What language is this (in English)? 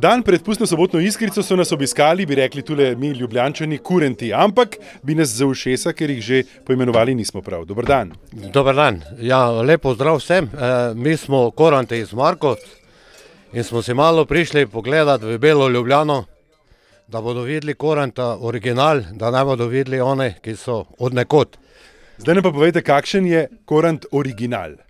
Slovenian